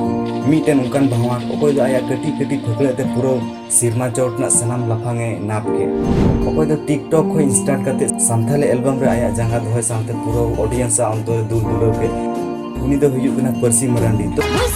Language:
Santali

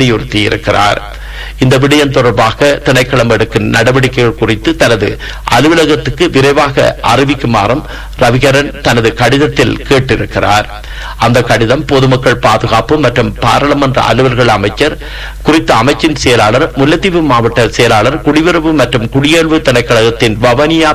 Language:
Tamil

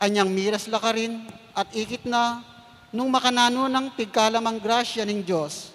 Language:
Pampanga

